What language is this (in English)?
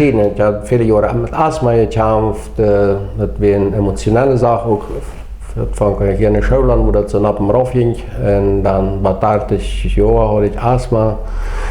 Plautdietsch